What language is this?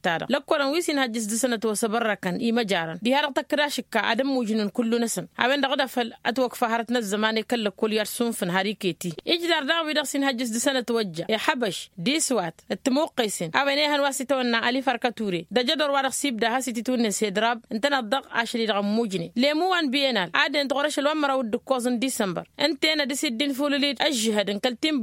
Tamasheq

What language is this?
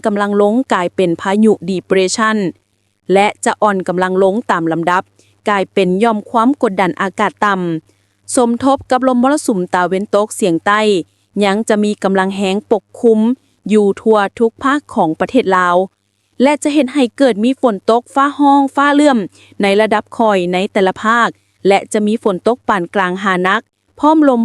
Lao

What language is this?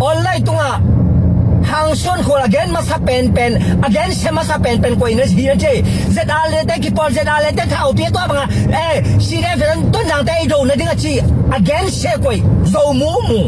Tedim Chin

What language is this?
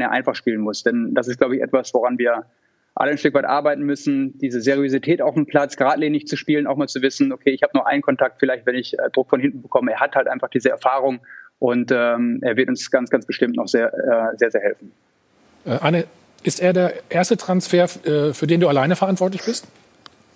German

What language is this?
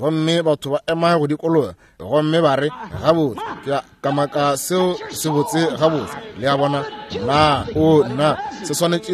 Northern Sotho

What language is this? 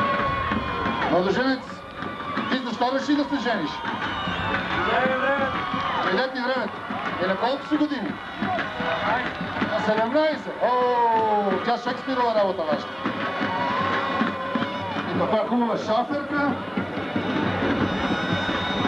Bulgarian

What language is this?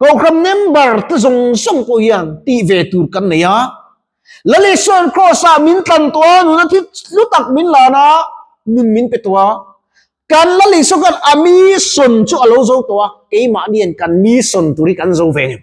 Mizo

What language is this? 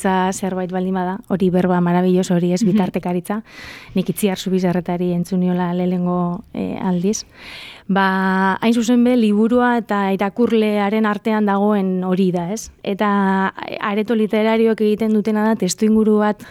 Basque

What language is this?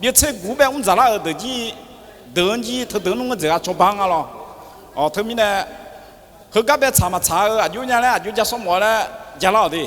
Akha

